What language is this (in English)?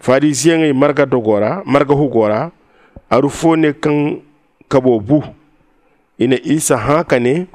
Zarma